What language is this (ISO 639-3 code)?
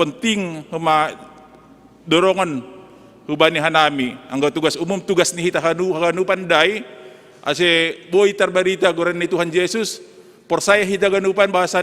bts